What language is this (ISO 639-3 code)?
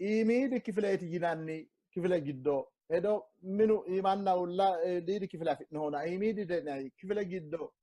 sid